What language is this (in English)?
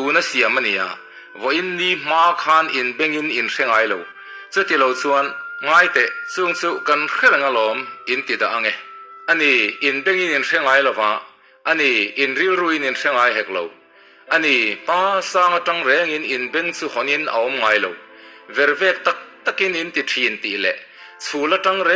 Mizo